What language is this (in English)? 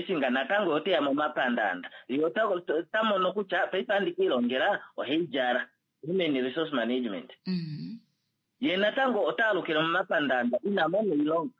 Kuanyama